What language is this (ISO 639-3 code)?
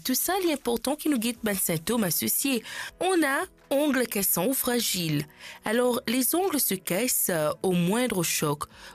mfe